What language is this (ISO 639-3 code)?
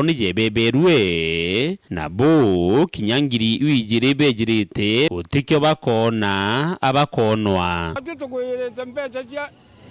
mer